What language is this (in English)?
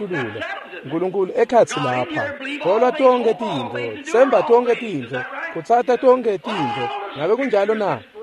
Swati